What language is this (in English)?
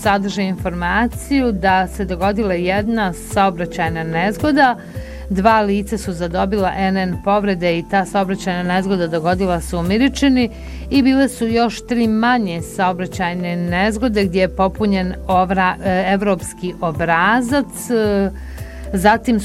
Bosnian